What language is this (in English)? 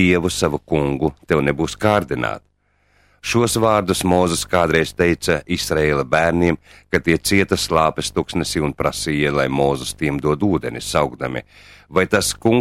Latvian